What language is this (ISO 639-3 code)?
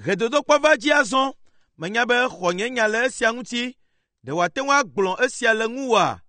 ewe